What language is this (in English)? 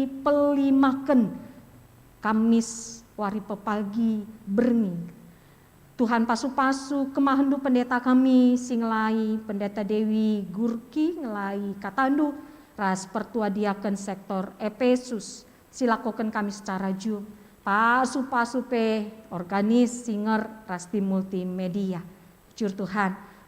Batak Karo